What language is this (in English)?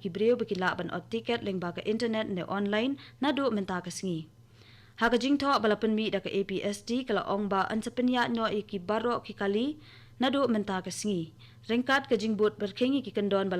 Khasi